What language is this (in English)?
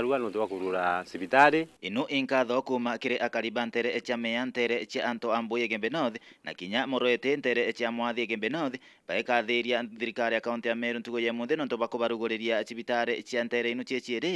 Meru